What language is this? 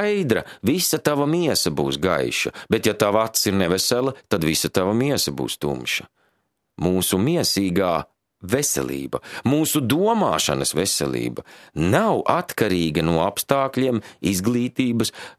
Latvian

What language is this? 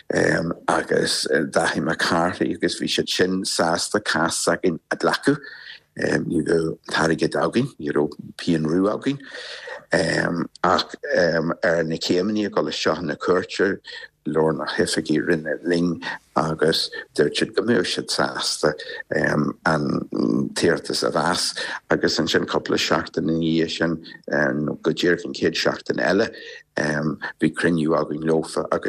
Irish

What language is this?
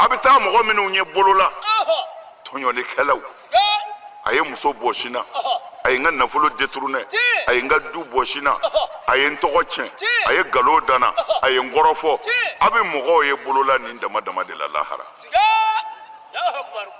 Bambara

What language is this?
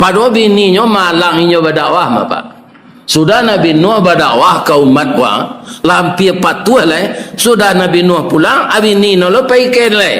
Minangkabau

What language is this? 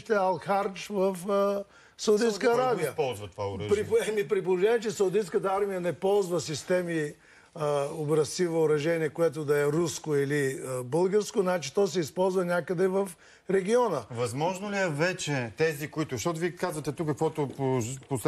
Bulgarian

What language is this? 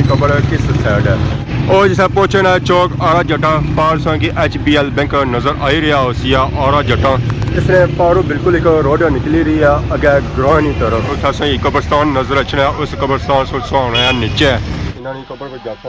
Pahari-Potwari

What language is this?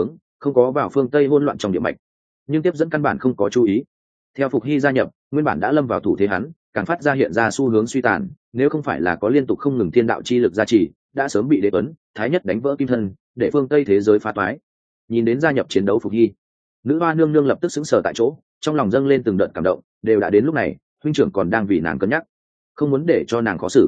Vietnamese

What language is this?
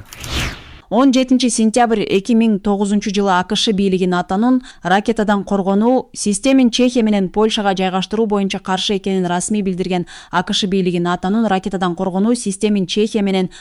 Kyrgyz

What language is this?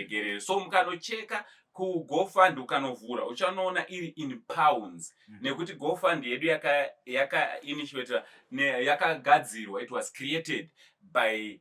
Shona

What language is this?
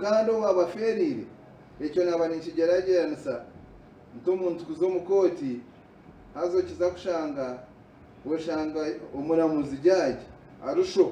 Nyankole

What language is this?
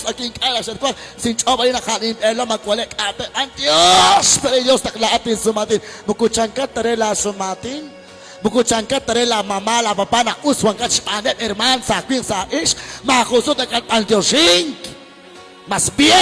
Kekchí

